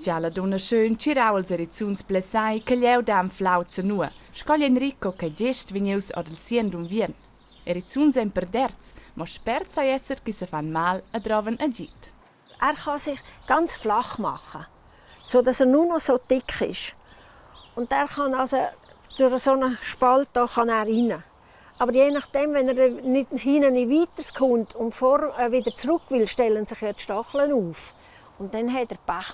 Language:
Romansh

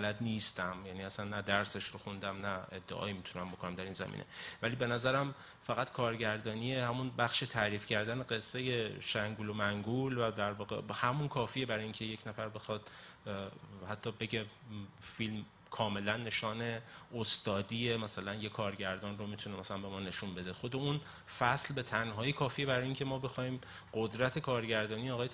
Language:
Persian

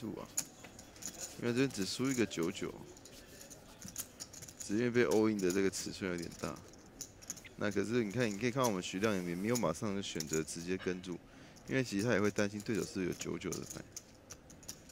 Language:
Chinese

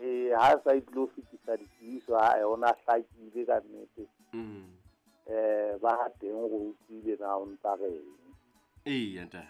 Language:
Southern Sotho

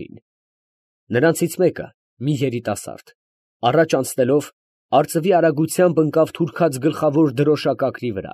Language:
Armenian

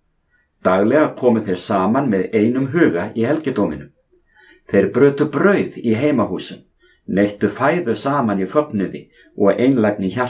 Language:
Icelandic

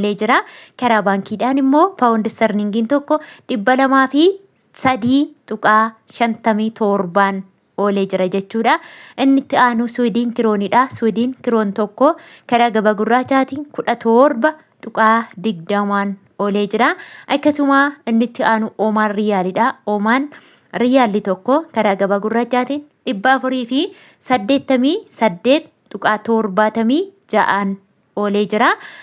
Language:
Oromo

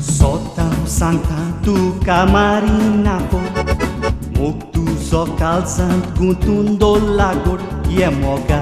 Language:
Konkani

